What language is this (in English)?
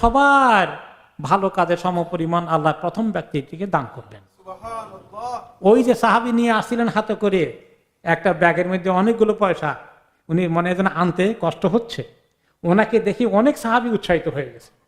Bangla